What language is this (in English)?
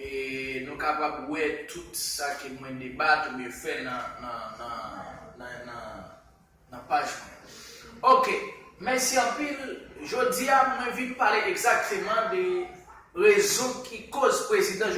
Haitian Creole